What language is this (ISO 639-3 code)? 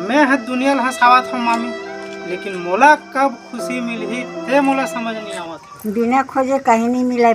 hne